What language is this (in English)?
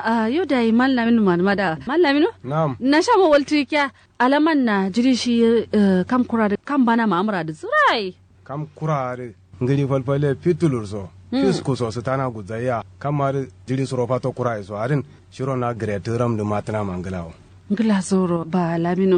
Kanuri